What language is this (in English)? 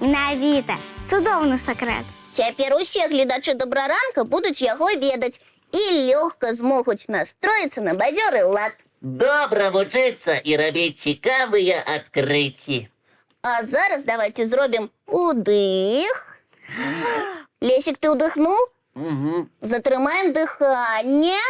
Belarusian